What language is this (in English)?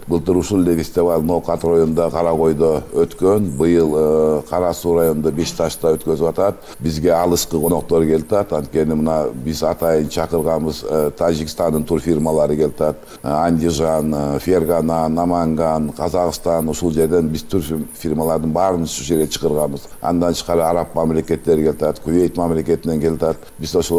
Kyrgyz